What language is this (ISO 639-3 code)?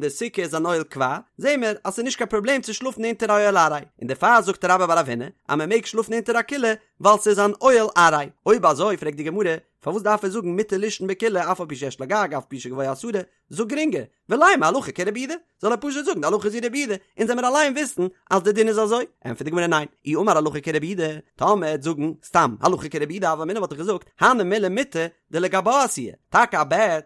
yid